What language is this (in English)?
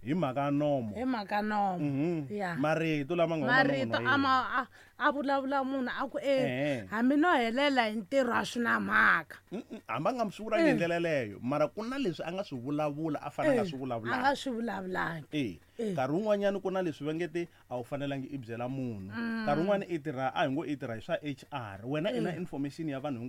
Tsonga